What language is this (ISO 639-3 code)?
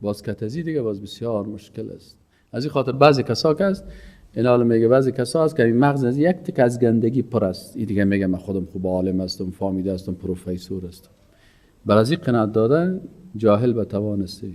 fas